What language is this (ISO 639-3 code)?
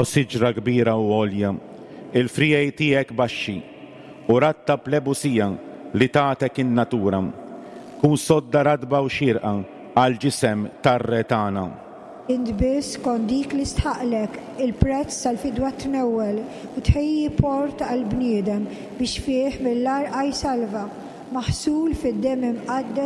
mlt